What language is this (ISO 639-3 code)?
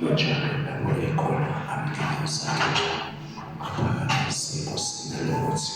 zul